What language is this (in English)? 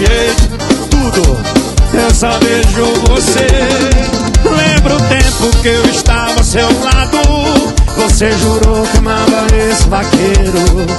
Portuguese